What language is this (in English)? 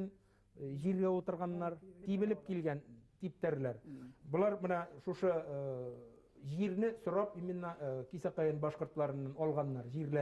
Bashkir